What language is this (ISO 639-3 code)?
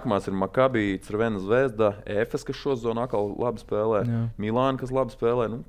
lav